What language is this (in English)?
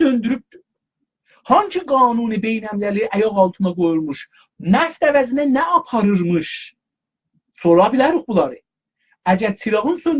South Azerbaijani